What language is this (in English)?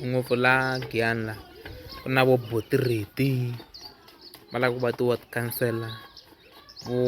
Tsonga